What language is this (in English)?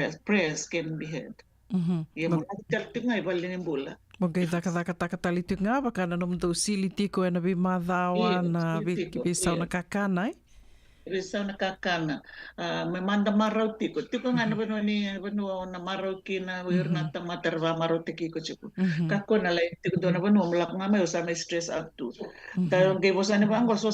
Fijian